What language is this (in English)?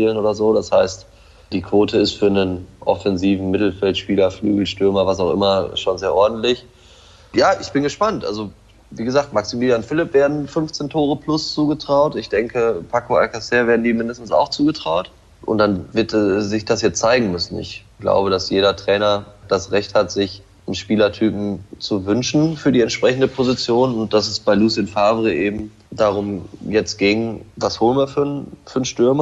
German